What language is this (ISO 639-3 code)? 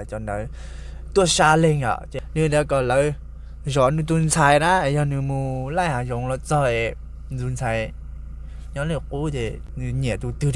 hmn